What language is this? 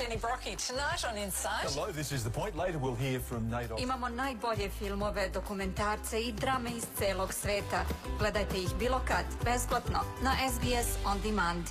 Serbian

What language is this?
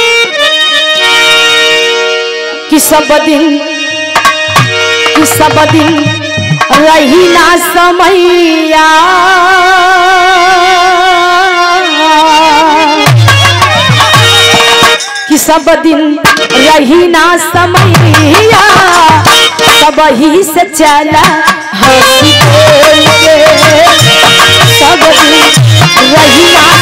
Bhojpuri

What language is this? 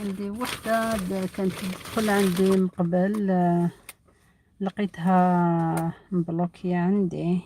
Algerian Arabic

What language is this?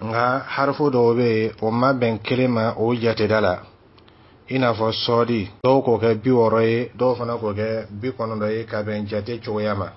Dyula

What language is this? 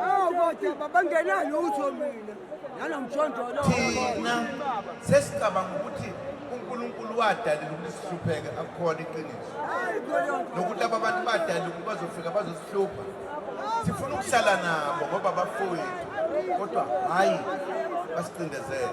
Zulu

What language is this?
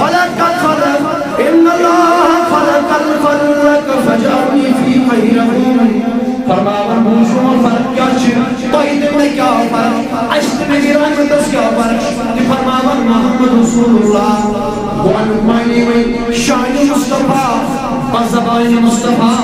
Kashmiri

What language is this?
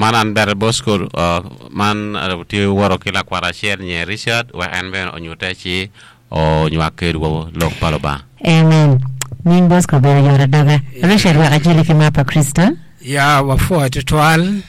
Acoli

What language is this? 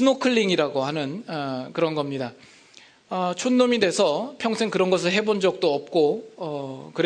Korean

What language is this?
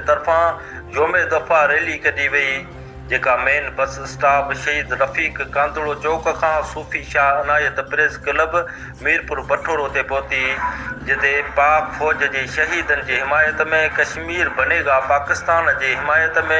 Sindhi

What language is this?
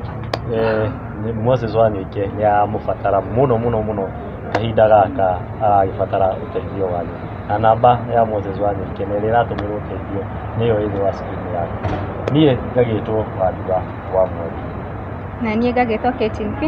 Kikuyu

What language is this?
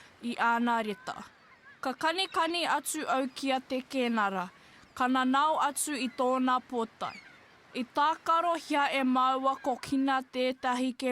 Māori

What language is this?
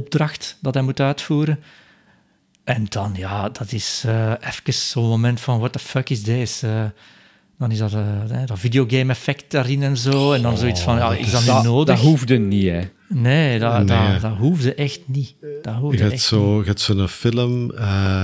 Dutch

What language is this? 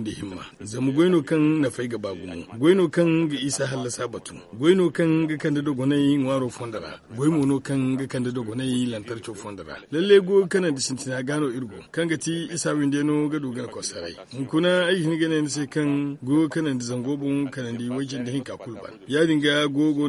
Zarma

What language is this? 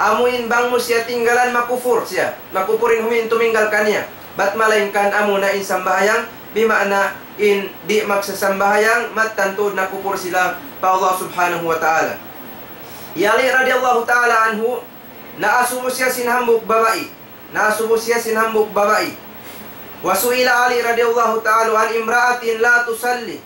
Tausug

